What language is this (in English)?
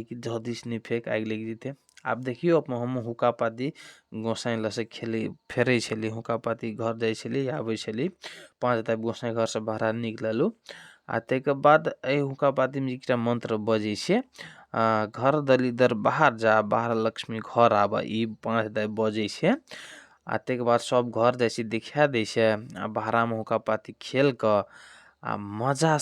Maithili